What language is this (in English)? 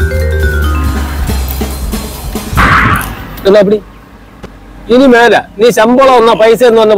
Malayalam